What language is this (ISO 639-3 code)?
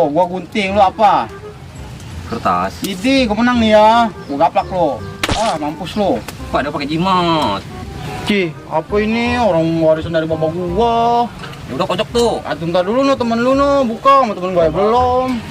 bew